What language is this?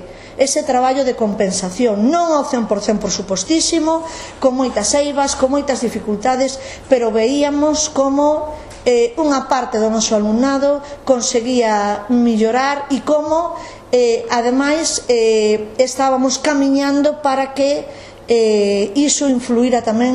Galician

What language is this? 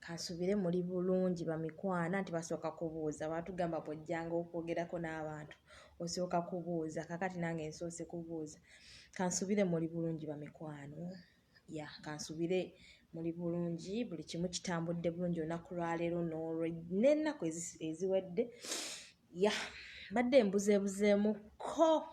Ganda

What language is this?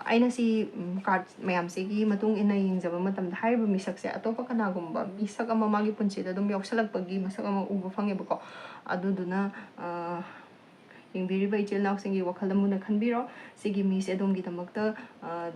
Manipuri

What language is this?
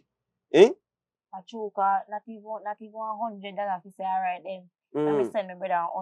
Jamaican Creole English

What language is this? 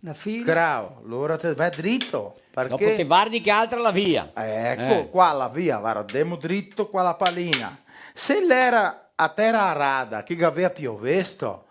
Venetian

